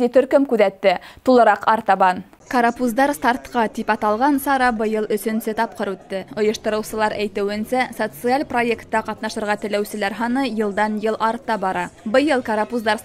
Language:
Bashkir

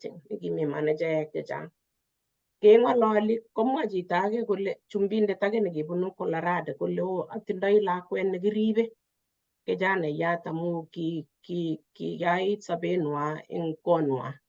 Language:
Kalenjin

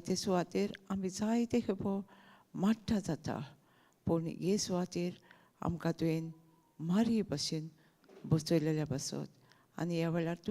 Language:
Konkani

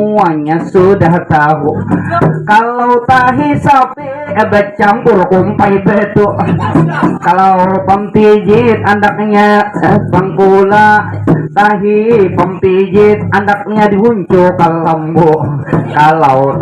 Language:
Banjar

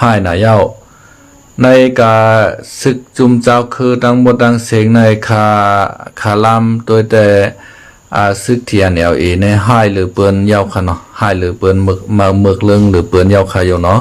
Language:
Shan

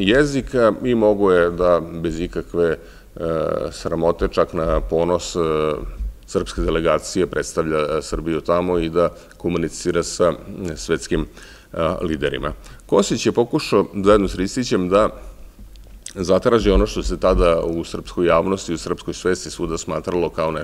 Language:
Serbian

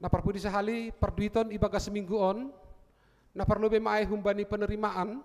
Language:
Batak Simalungun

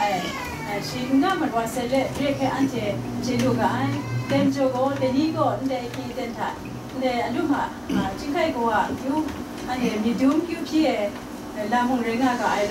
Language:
Kachin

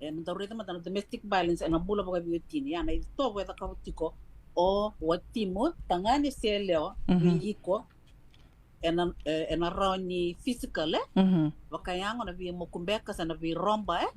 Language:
Fijian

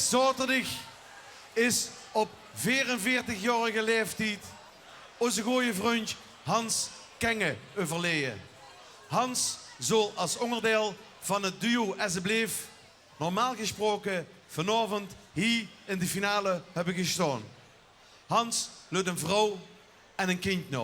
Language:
Limburgish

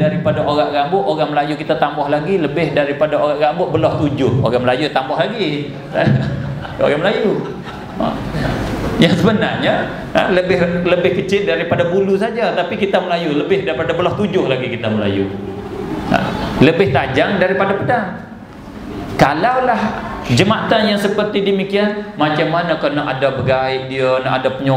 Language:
Malay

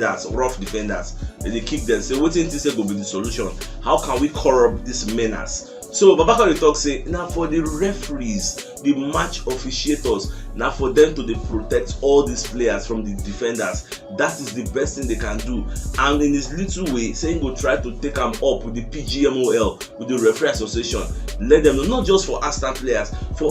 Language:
Nigerian Pidgin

